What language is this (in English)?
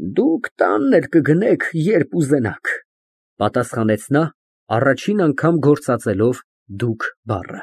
Armenian